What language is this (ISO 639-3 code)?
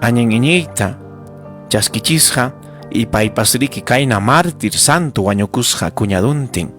quy